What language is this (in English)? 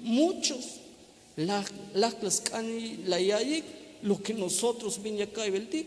Tzeltal